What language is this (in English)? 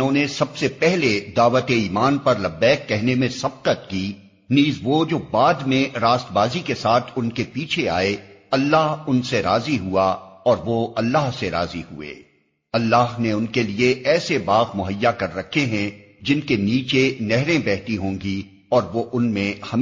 Urdu